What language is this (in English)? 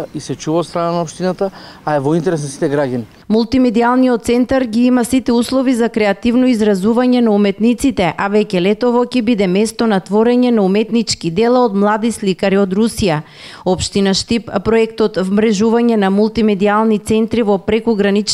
Macedonian